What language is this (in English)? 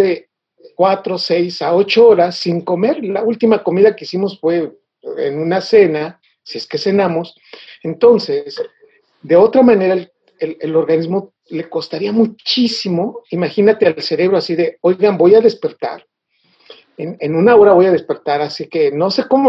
Spanish